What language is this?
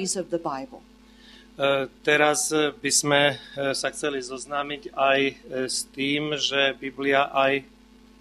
Slovak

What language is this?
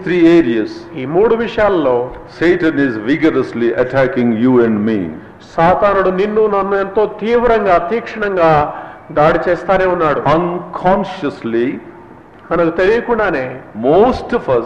Telugu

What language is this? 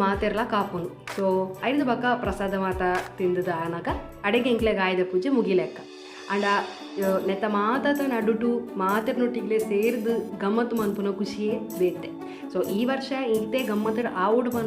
Tulu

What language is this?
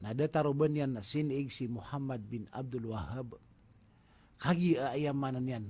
Maranao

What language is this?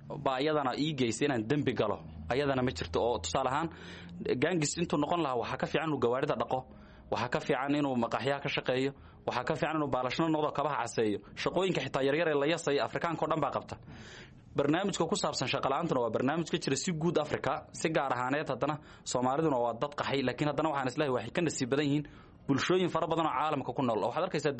Somali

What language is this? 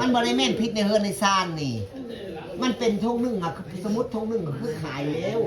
Northeastern Thai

